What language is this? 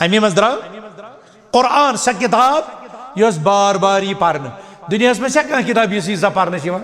Kashmiri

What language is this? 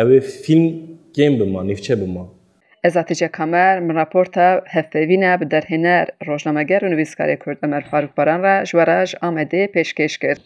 Kurdish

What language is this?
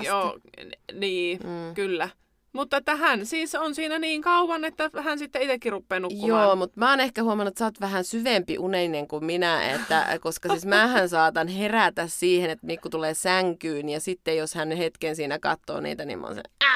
Finnish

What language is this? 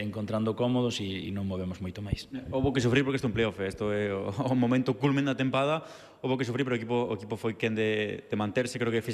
Galician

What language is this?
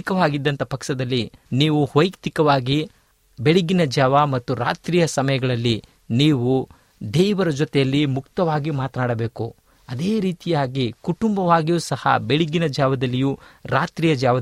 Kannada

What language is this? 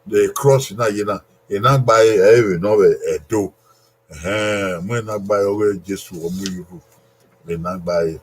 Bini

